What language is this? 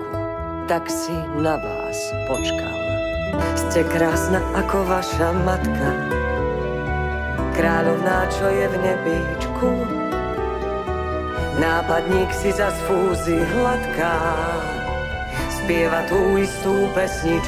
Slovak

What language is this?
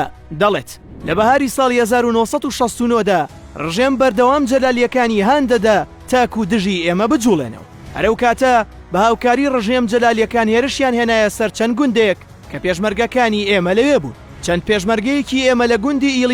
Central Kurdish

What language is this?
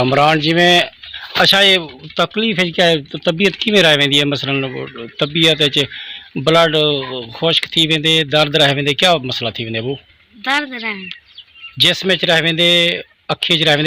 Saraiki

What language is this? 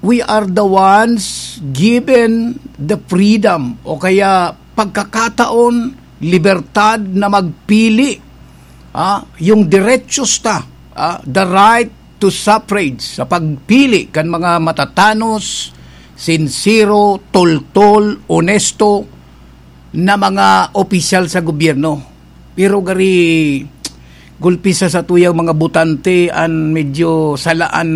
Bikol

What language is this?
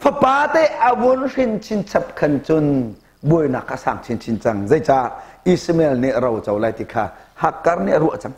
Hakha Chin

